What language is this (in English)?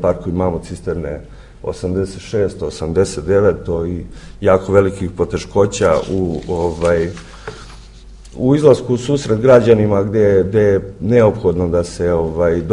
Serbian